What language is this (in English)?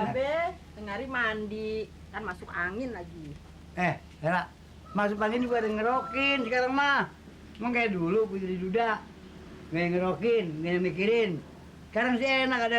Betawi